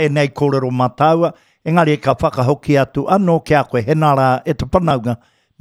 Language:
Māori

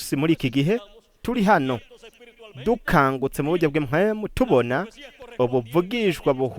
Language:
Rundi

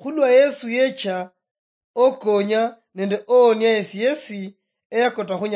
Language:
Luyia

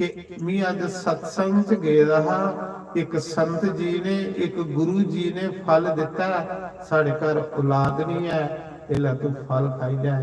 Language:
Dogri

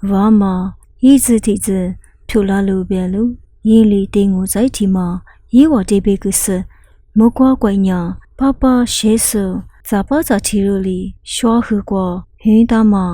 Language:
Lisu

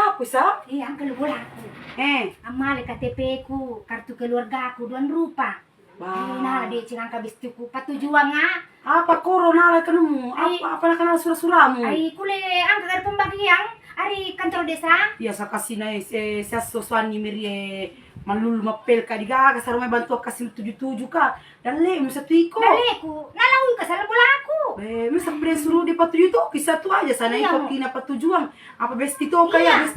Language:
Buginese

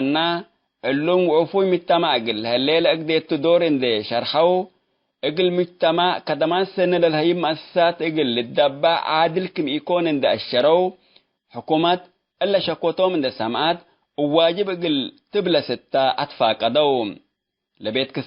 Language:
Tigre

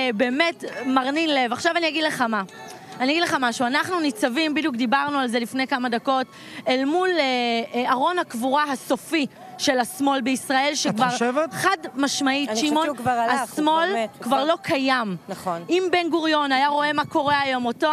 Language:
Hebrew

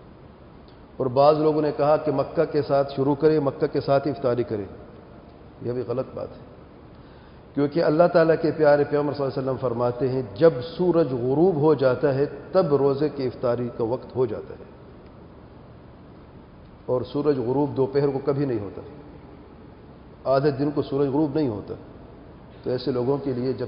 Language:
Urdu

